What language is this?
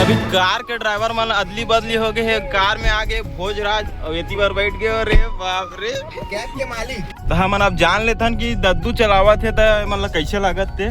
Chhattisgarhi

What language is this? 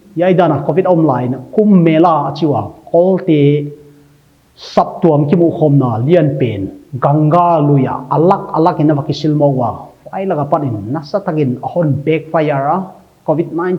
Paite Chin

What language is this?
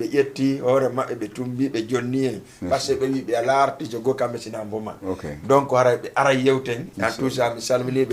Fula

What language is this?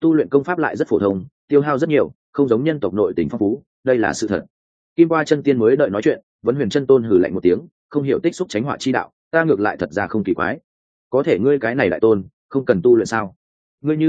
Vietnamese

